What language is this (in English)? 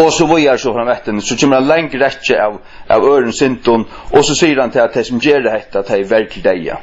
Faroese